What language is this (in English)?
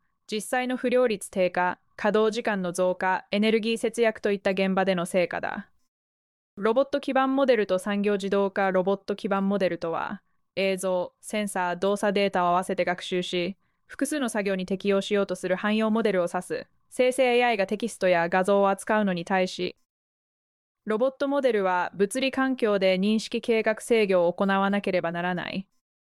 Japanese